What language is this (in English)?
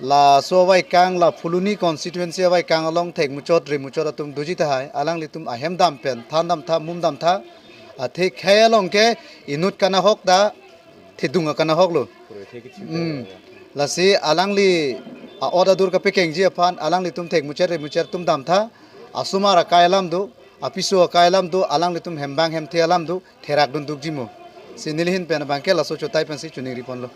Karbi